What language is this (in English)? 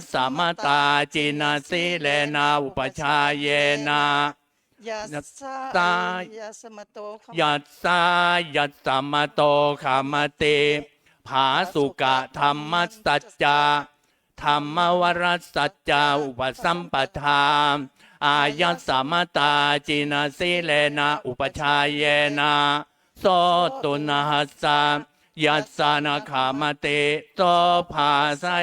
Pali